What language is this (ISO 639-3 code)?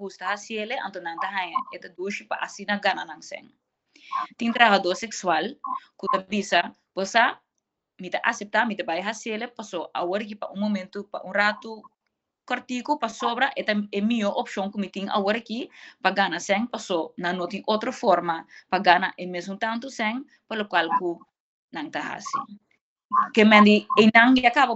pap